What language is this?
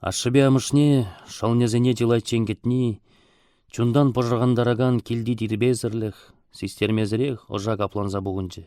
Chuvash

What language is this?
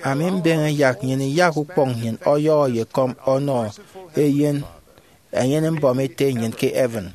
Efik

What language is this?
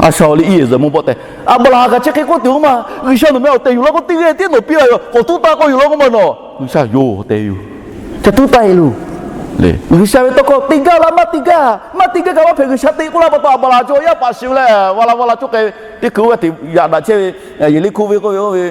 Lahu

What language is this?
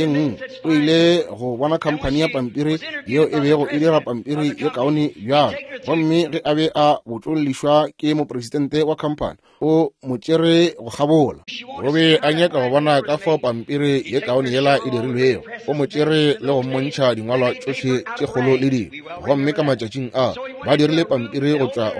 Northern Sotho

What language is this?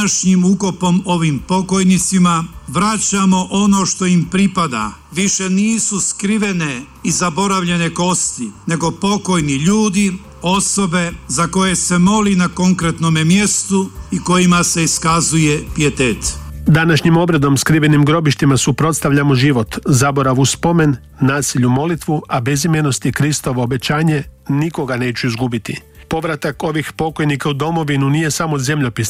Croatian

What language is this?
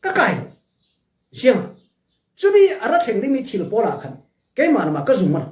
Falam Chin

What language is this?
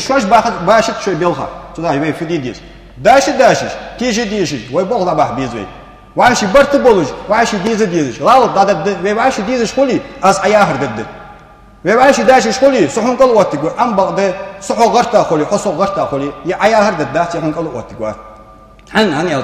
Ingush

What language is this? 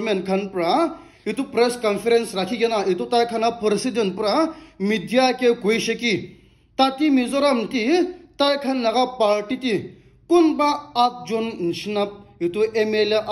Naga Pidgin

